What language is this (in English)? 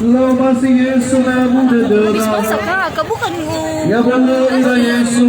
Nias